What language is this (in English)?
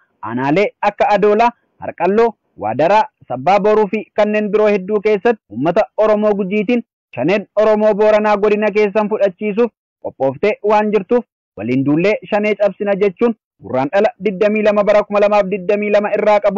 Oromo